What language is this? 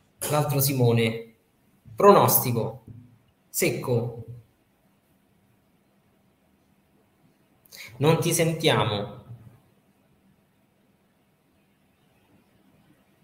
Italian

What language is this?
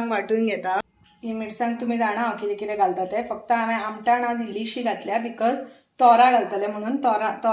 Konkani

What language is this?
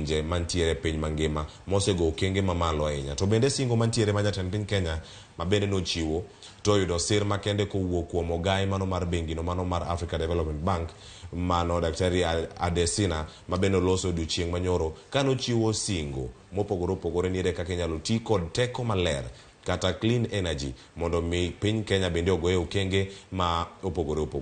Luo (Kenya and Tanzania)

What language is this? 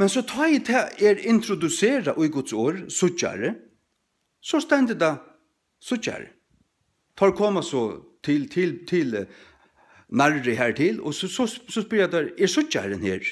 Faroese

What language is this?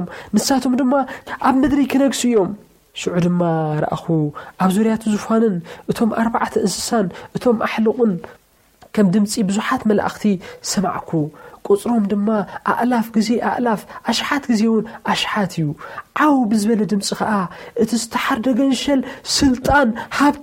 Tigrinya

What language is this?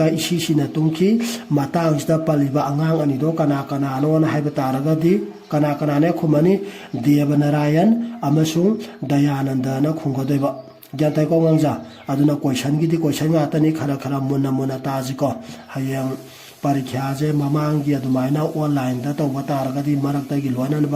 Manipuri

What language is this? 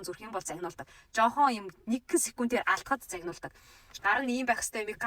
Mongolian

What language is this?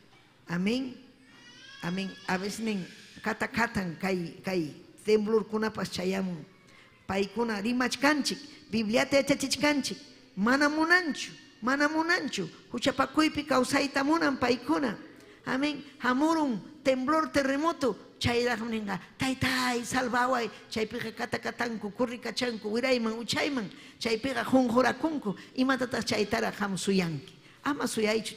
Ayacucho Quechua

